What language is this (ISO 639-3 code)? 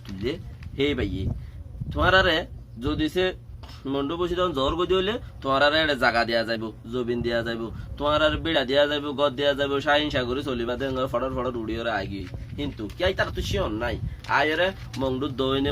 rhg